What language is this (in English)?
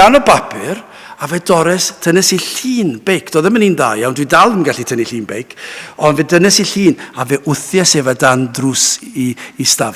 Welsh